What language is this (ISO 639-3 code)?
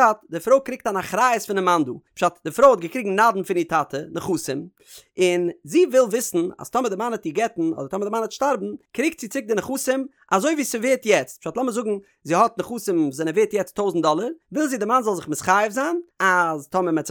yid